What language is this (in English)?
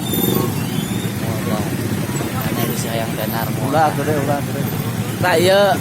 Sundanese